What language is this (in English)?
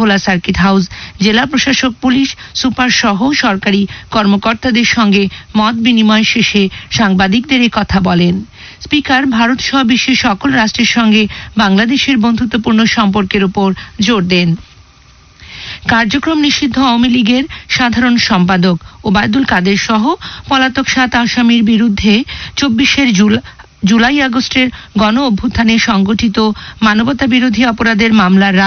Bangla